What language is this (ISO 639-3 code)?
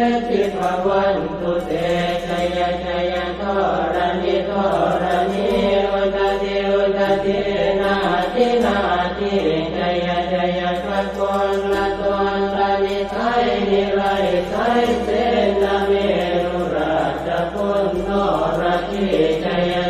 pli